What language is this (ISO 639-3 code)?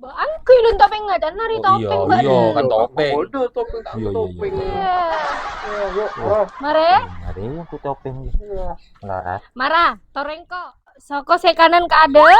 mad